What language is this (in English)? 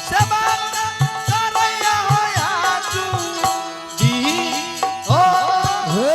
Angika